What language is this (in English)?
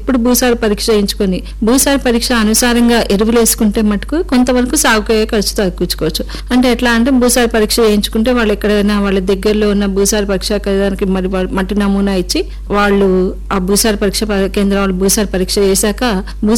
Telugu